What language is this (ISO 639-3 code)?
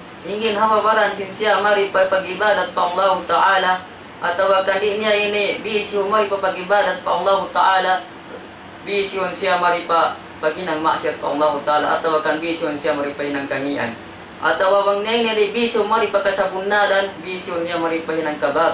tsg